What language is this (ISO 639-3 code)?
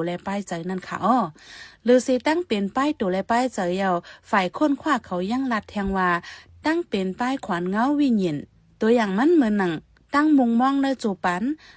shn